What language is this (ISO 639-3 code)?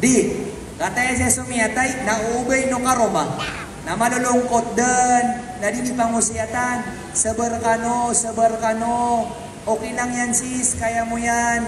mrw